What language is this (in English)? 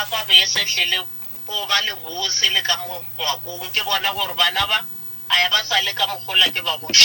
Northern Sotho